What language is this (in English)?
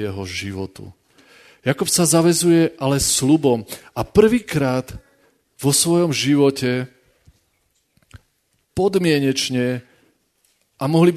Slovak